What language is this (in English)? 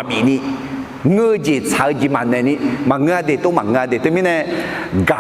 Akha